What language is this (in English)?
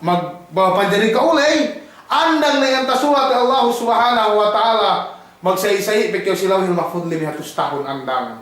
Yakan